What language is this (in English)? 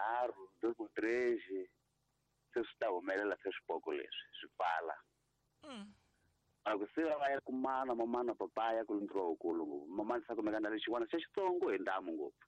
Tsonga